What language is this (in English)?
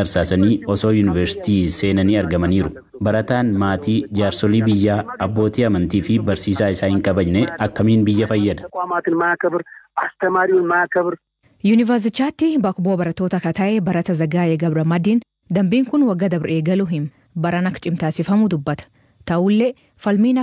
Oromo